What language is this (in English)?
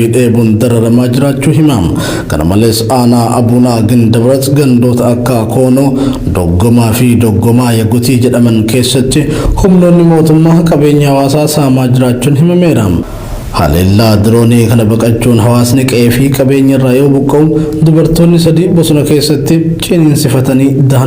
Oromo